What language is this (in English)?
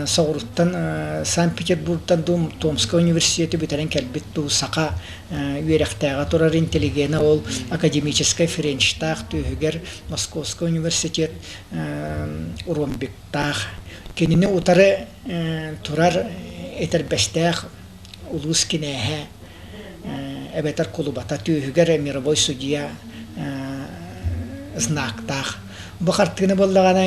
Yakut